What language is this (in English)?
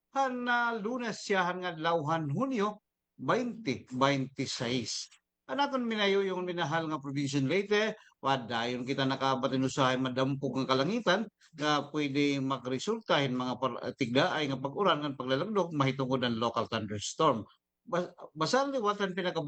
Waray